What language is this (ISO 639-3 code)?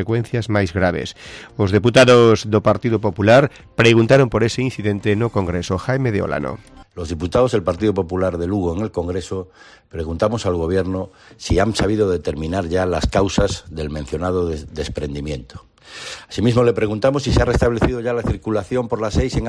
glg